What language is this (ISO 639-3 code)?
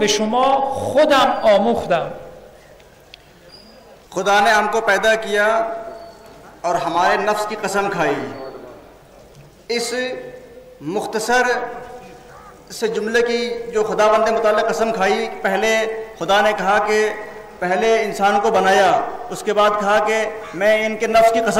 fas